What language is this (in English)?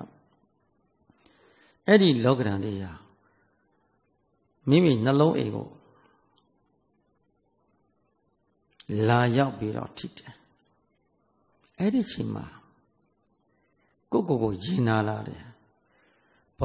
Burmese